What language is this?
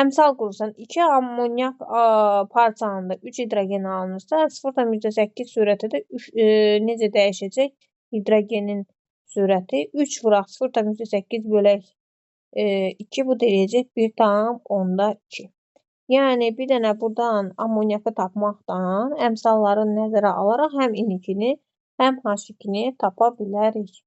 Azerbaijani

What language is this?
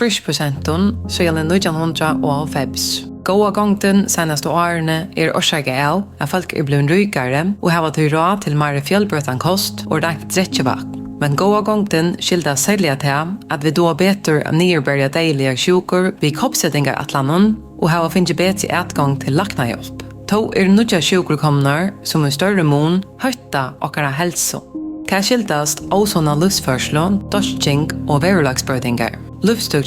Faroese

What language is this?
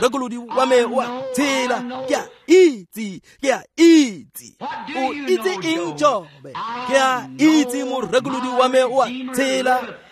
Tswana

